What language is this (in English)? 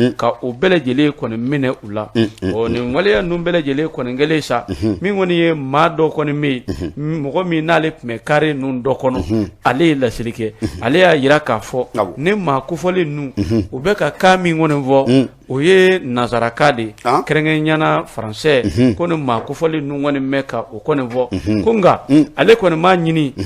Bambara